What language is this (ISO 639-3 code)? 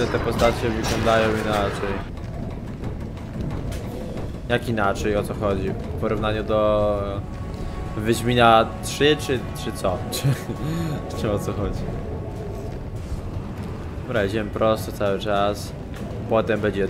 pol